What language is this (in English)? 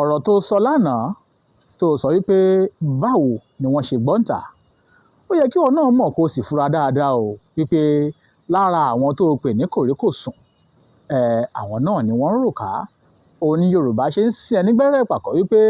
Yoruba